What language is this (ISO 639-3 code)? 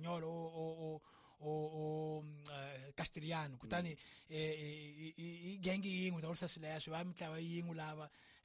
tso